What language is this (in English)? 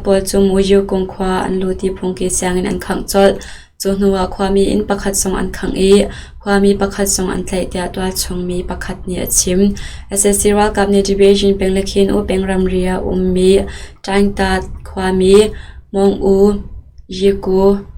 Hakha Chin